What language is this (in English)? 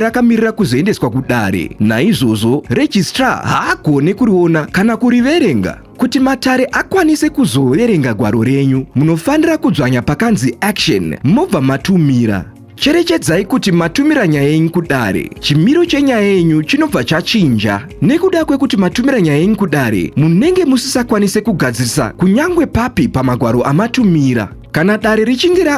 Shona